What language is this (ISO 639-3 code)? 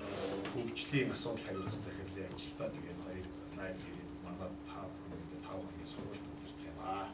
mon